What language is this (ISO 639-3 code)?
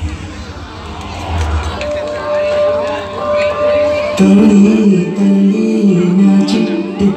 tel